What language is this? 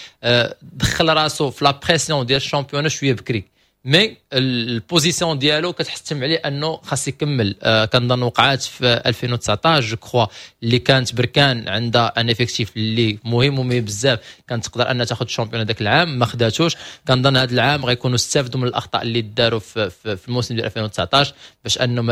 Moroccan Arabic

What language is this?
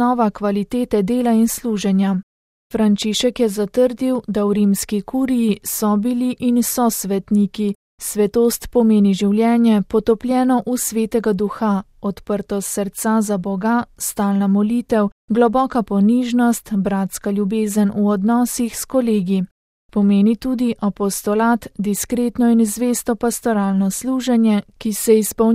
Slovenian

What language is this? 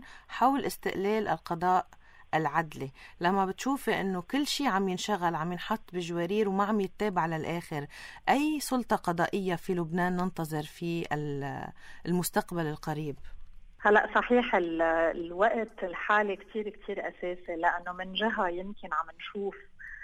North Levantine Arabic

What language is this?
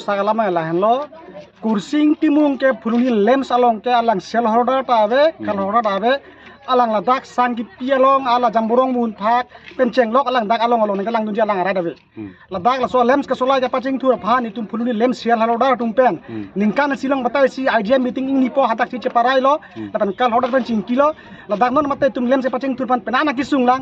Karbi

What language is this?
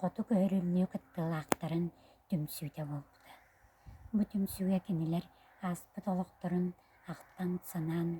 Yakut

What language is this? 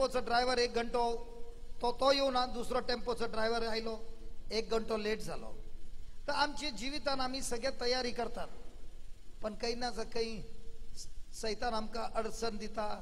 Konkani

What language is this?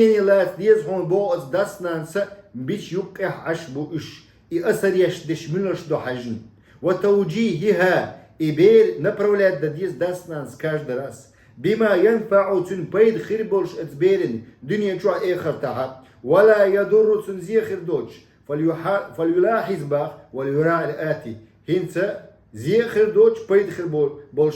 Chechen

